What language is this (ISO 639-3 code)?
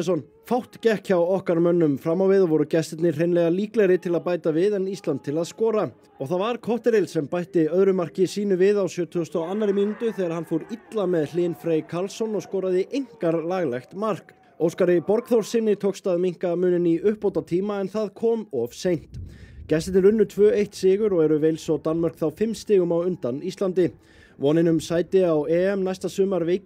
isl